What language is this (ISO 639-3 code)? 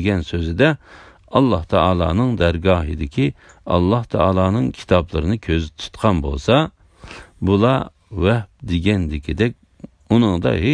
uig